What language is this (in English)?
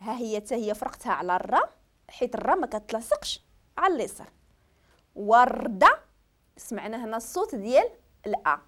Moroccan Arabic